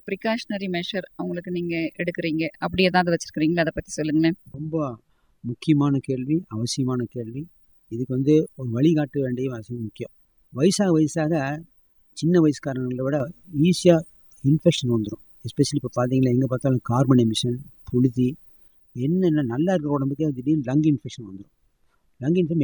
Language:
Tamil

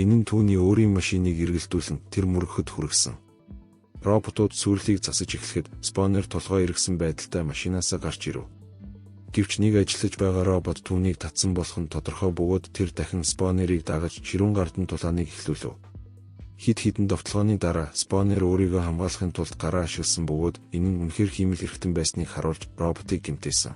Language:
Mongolian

